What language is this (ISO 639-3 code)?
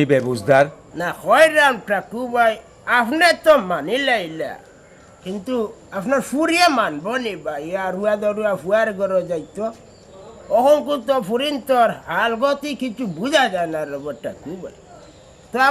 syl